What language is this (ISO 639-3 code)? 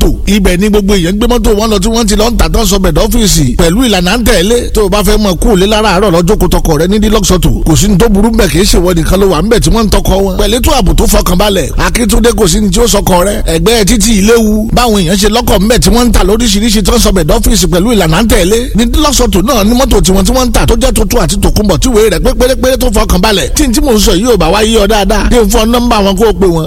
yor